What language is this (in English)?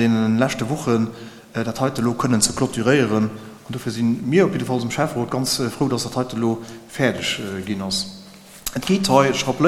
Luxembourgish